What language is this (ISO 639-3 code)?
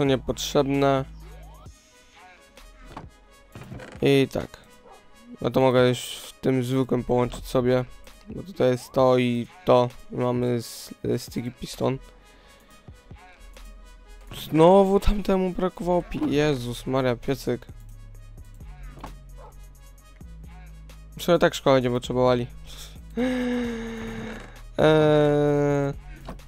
pol